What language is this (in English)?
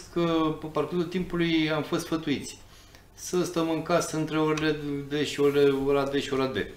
Romanian